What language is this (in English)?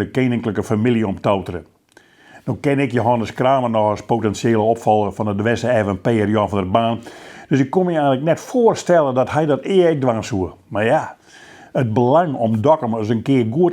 Western Frisian